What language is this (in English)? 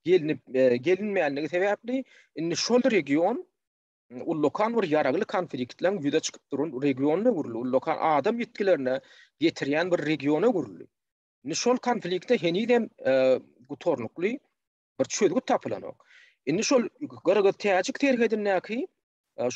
Turkmen